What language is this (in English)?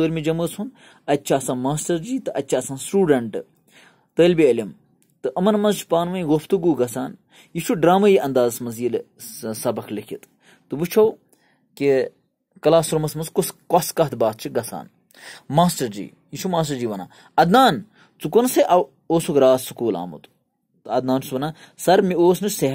Kashmiri